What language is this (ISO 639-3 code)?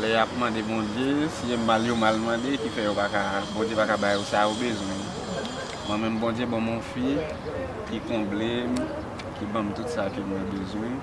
hat